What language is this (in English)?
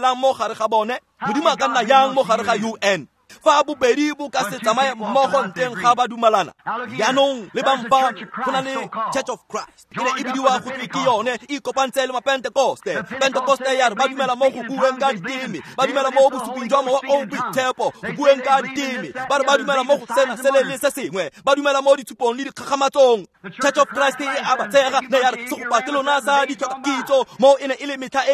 Tswana